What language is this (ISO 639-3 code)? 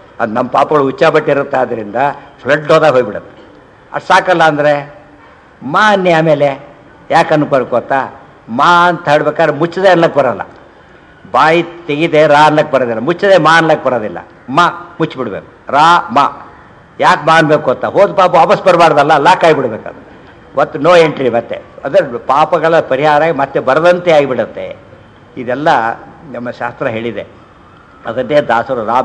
kan